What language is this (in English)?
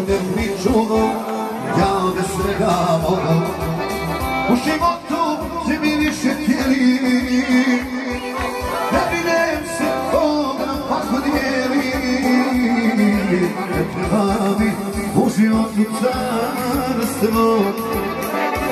Croatian